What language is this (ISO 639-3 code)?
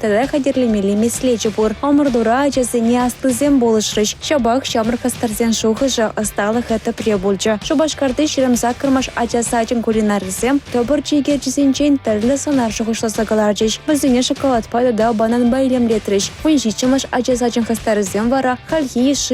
chv